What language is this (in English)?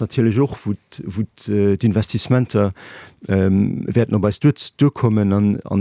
Luxembourgish